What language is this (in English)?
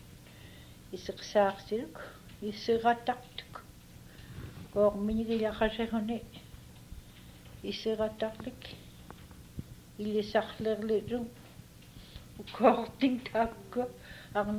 Inupiaq